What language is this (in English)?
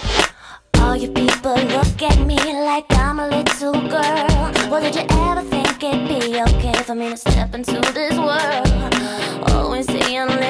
English